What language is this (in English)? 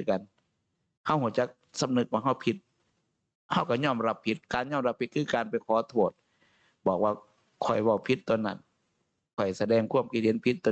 Northeastern Thai